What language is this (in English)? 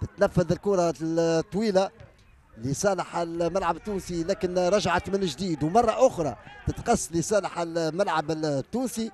Tunisian Arabic